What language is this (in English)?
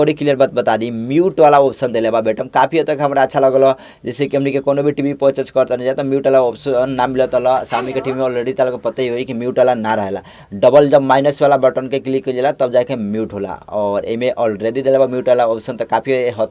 Bhojpuri